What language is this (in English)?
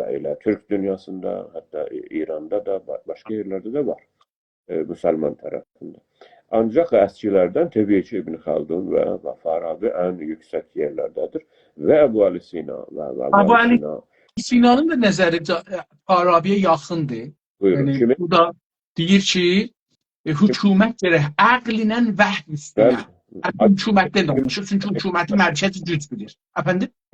South Azerbaijani